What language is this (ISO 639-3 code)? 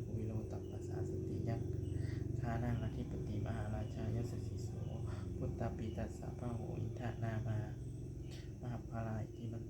pli